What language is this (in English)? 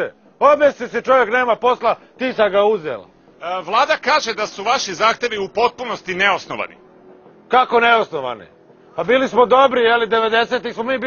Croatian